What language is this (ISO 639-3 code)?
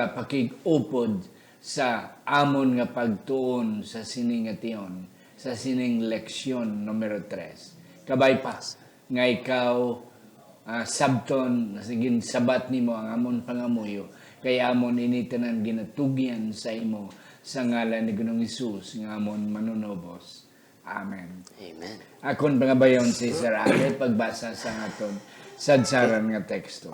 hil